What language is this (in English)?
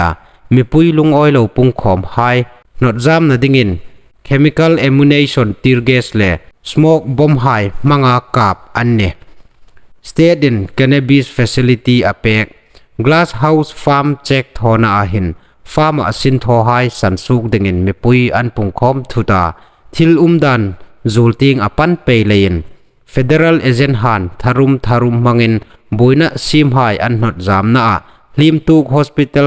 Hmar